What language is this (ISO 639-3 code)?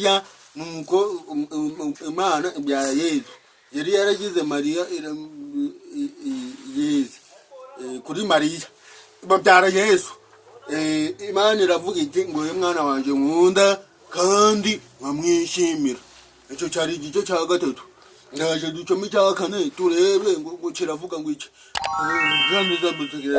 kin